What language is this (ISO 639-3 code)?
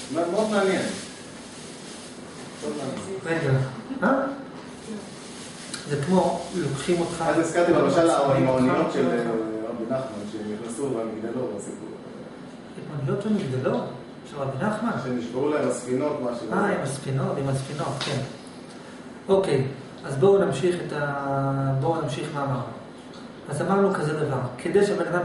heb